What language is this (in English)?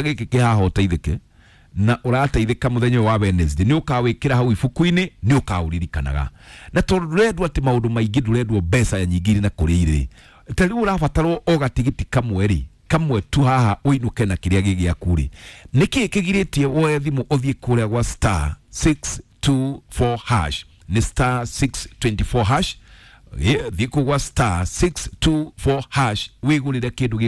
Kikuyu